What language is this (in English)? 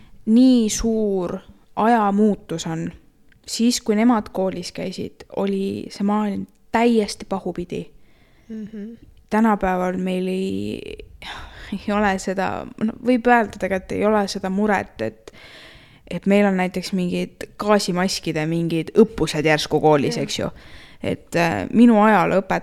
Estonian